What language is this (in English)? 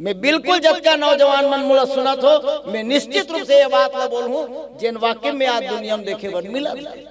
Chhattisgarhi